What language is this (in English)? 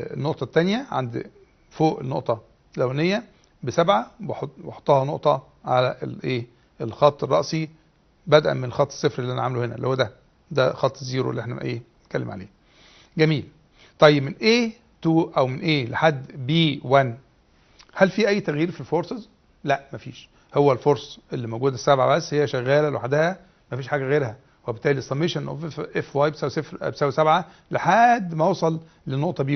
Egyptian Arabic